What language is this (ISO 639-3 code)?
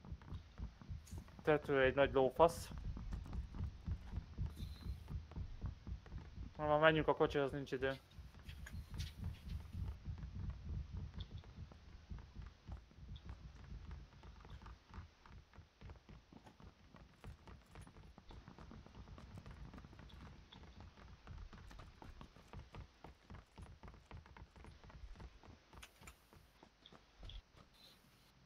hun